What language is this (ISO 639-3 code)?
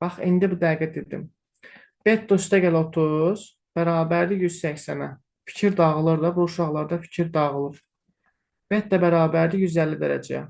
aze